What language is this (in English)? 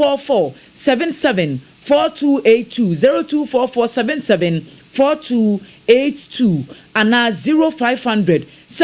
Akan